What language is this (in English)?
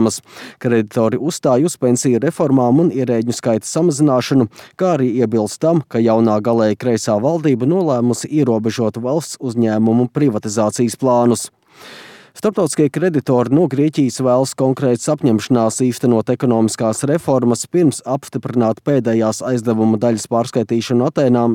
Latvian